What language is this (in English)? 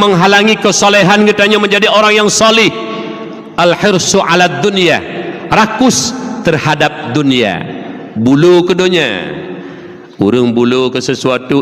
Achinese